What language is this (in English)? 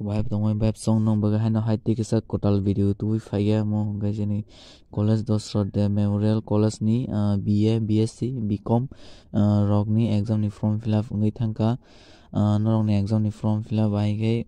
Kok Borok